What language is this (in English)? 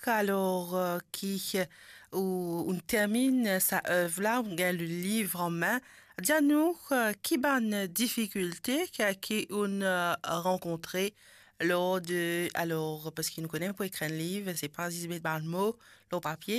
Morisyen